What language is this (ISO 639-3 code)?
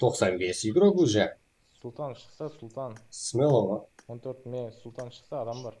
kaa